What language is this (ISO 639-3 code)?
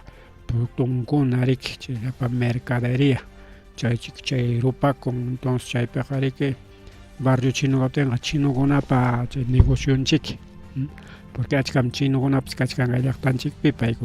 quy